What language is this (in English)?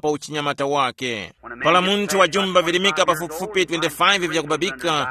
Tumbuka